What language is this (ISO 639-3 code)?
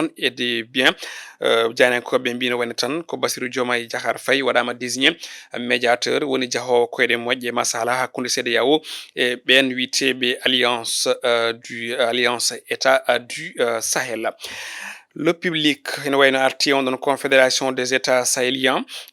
ful